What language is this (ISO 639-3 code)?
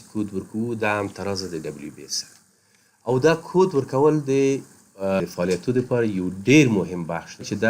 pus